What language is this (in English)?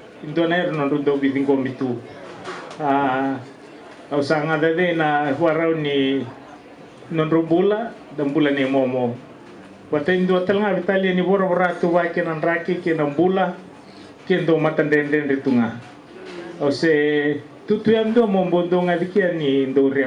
Fijian